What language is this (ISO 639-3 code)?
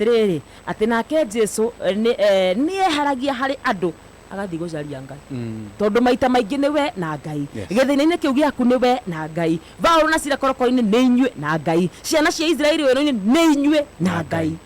kik